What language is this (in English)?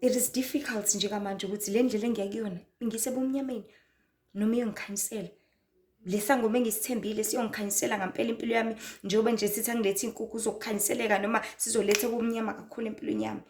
Zulu